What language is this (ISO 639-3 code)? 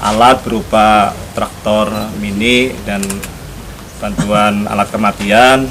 bjn